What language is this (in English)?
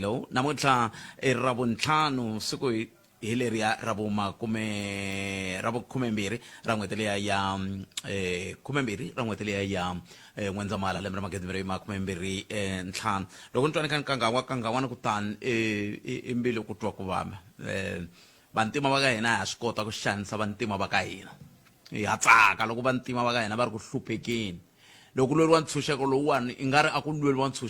Tsonga